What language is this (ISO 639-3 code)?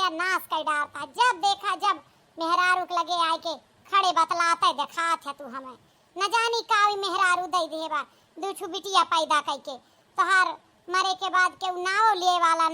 awa